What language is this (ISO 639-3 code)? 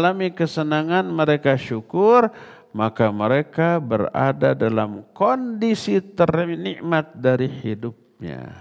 ind